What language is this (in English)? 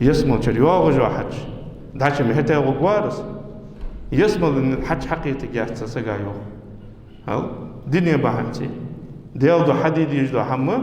Ingush